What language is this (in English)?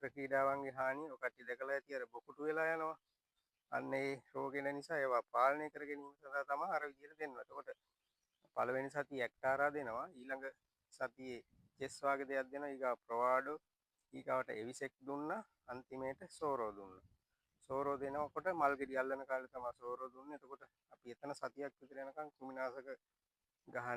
Sinhala